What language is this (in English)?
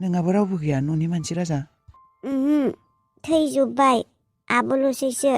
Bodo